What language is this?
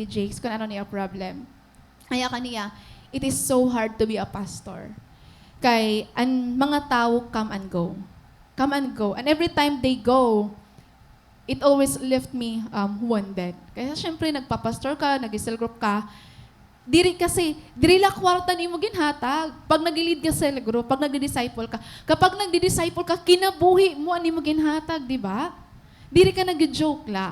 Waray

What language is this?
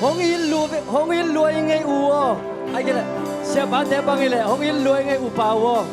Tedim Chin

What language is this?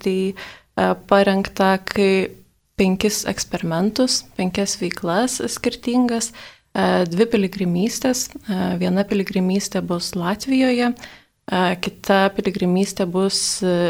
Lithuanian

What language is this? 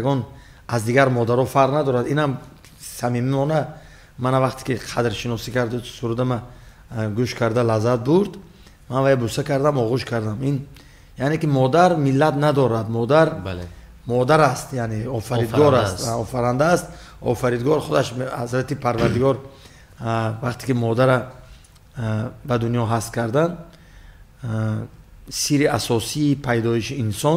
Tajik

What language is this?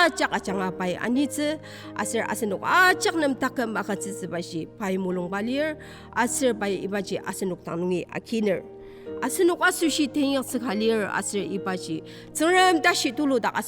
Ao Naga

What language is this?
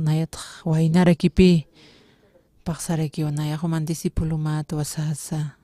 Aymara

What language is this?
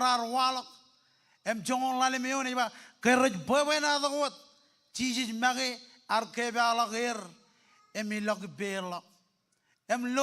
Marshallese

